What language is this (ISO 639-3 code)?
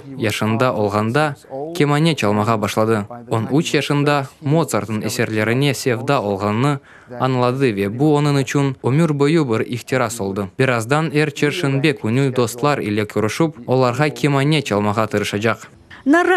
crh